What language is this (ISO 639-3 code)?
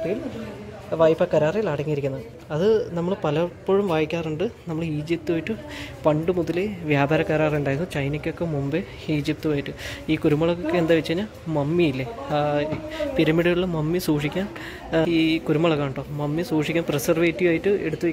mal